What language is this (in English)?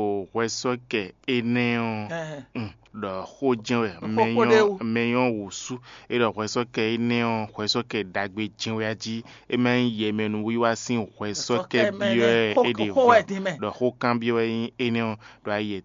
Fon